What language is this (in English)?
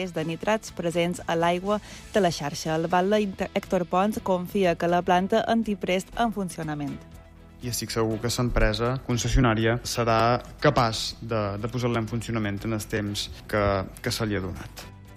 Catalan